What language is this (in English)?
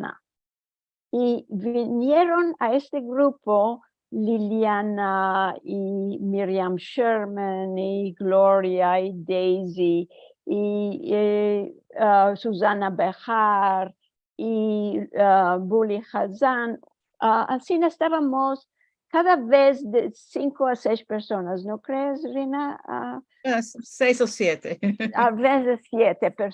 Ladino